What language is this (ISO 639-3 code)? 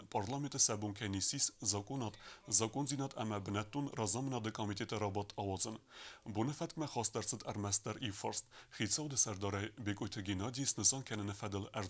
oss